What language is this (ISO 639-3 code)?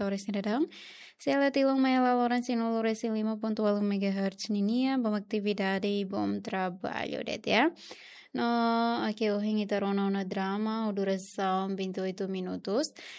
tet